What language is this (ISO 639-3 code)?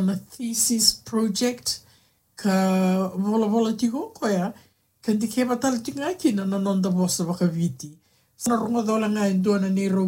fij